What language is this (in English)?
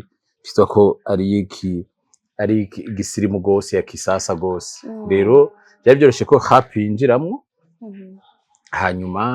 Rundi